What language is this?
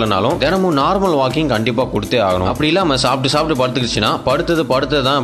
Tamil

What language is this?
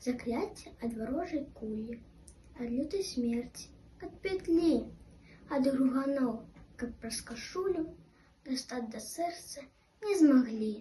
Belarusian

